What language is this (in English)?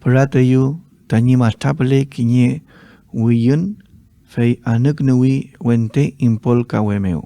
Mapuche